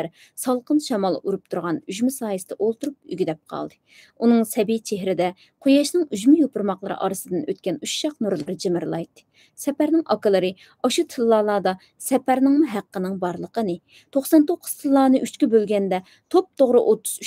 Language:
Uyghur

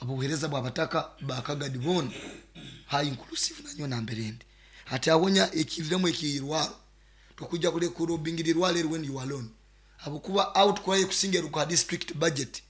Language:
Nyoro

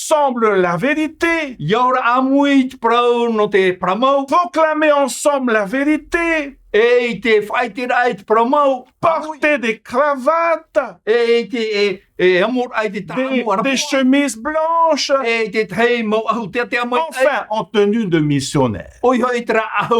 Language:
Tahitian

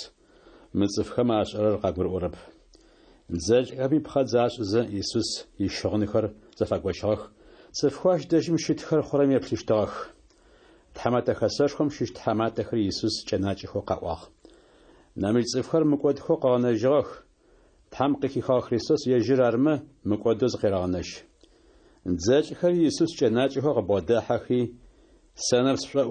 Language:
Adyghe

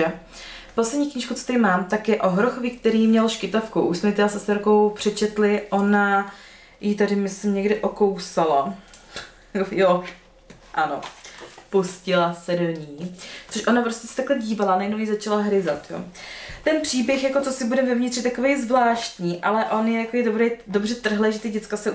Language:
Czech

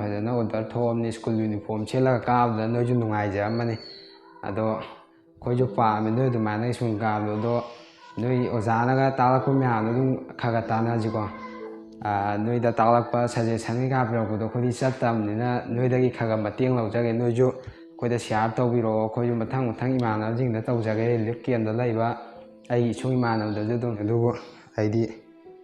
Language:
Manipuri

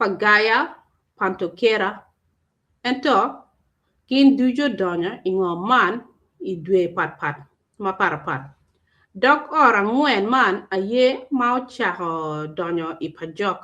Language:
Acoli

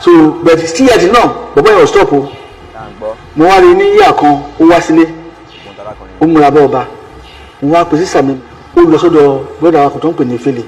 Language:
Yoruba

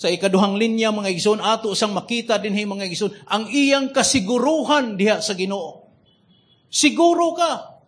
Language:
Cebuano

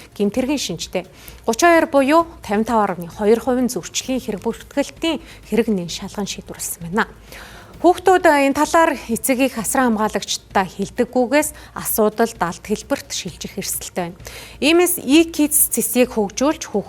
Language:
Mongolian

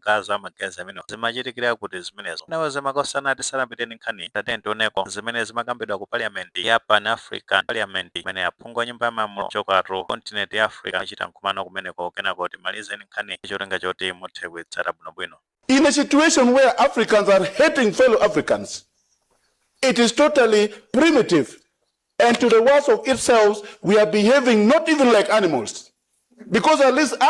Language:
Nyanja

